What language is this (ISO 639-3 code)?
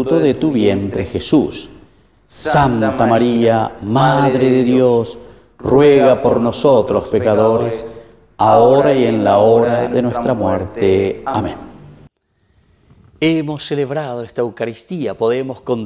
spa